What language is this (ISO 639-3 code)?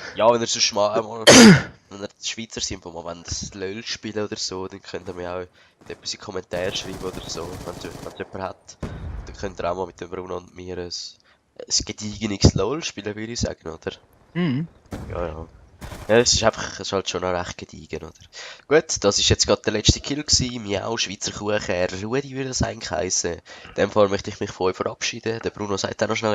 gsw